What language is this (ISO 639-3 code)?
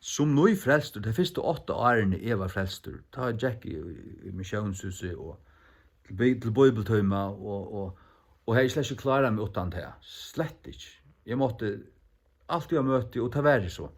fao